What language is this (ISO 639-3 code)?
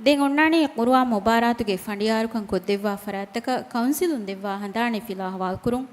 div